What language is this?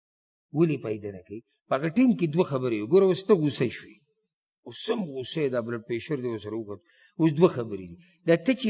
Pashto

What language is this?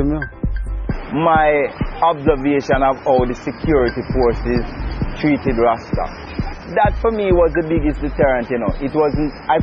Jamaican Creole English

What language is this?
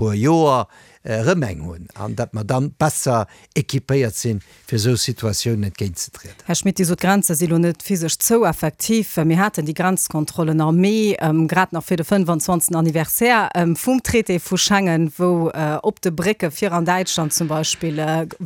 Luxembourgish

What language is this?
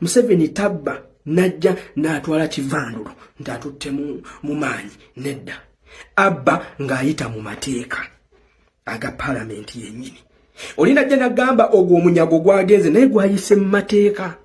Ganda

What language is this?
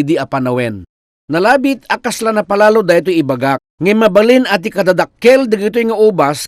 Iloko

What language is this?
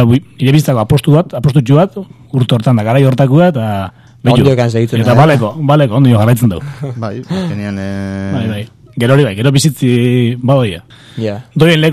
Basque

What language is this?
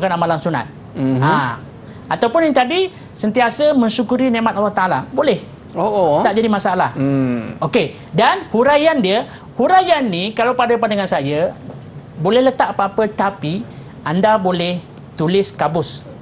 Malay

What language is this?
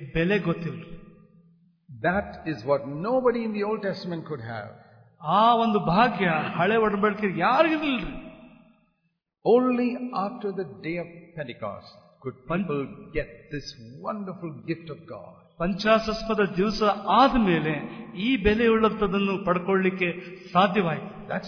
Kannada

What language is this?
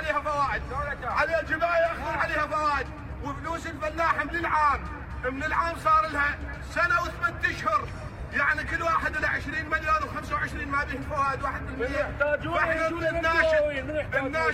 Mesopotamian Arabic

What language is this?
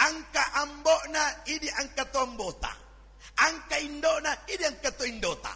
Buginese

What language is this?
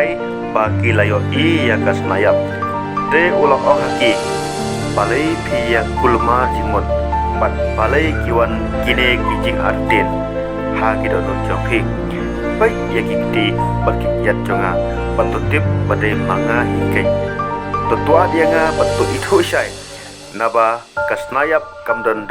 Khasi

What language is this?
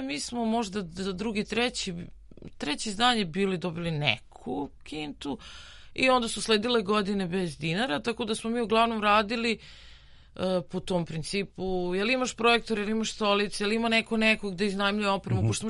Serbian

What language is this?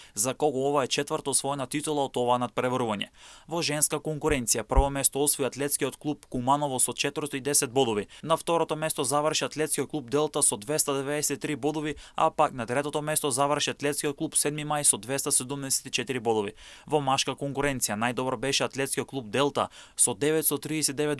Macedonian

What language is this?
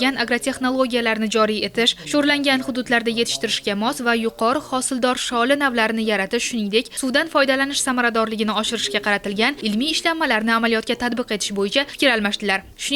Uzbek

